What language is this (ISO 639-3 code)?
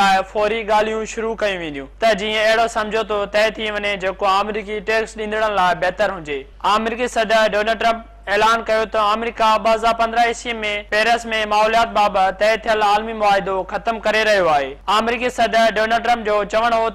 snd